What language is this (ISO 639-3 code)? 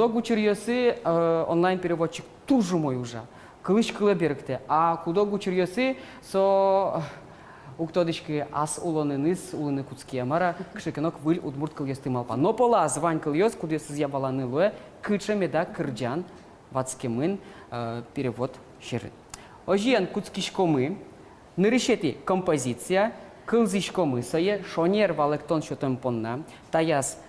udm